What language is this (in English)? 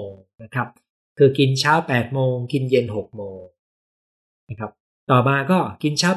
Thai